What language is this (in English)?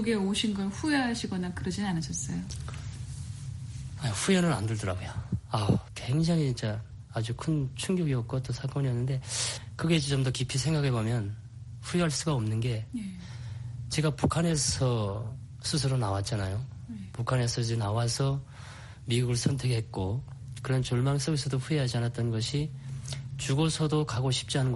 Korean